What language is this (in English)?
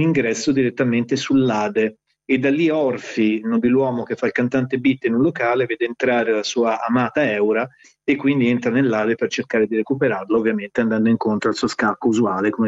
Italian